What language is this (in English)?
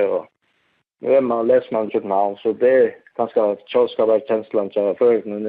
Faroese